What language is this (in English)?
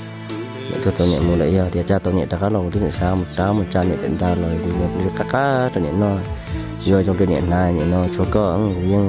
Hmong